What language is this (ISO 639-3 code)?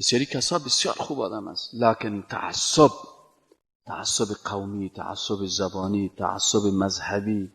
fas